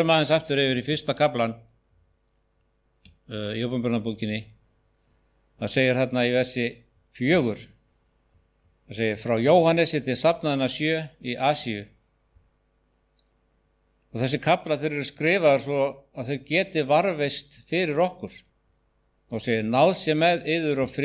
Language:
Icelandic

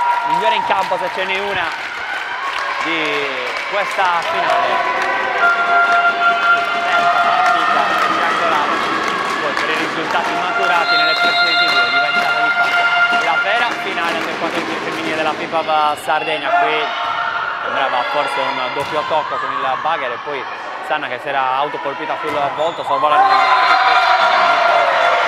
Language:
Italian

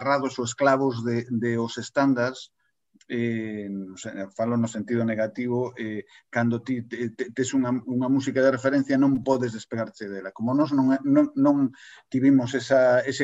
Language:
Galician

